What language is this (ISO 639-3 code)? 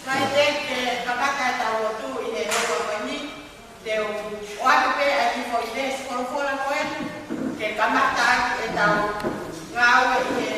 ton